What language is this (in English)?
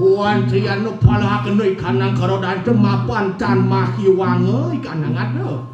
Balinese